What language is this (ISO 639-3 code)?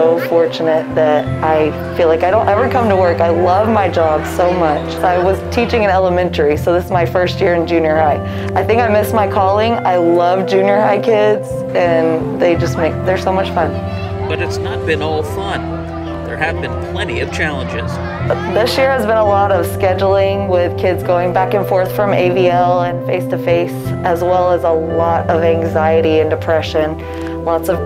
eng